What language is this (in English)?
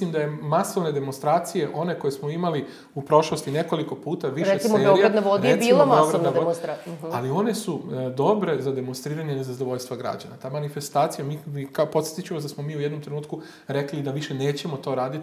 Serbian